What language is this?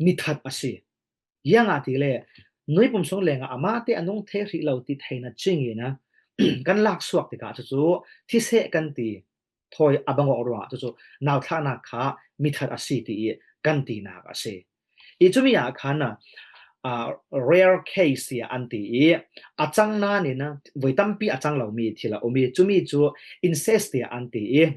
Falam Chin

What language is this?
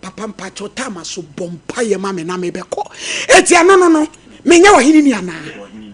Akan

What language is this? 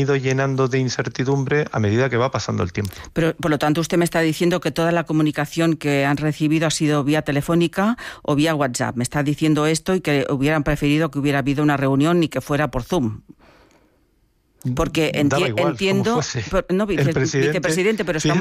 Spanish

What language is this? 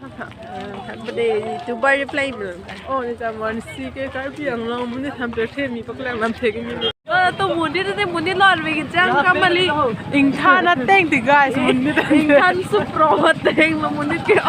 Karbi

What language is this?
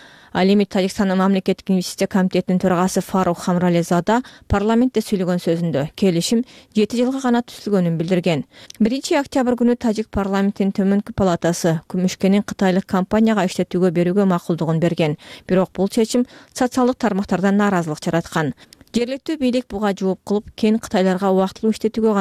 Kyrgyz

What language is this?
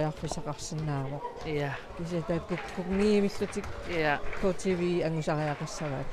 Kalaallisut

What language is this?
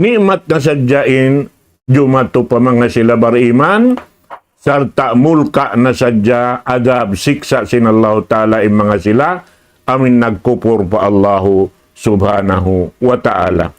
Tausug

